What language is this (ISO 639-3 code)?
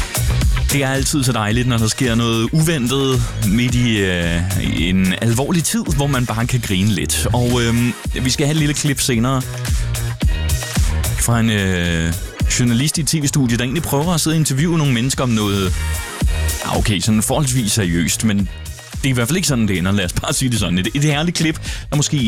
dan